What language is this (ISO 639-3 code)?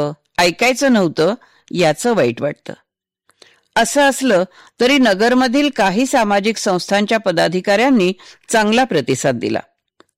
mar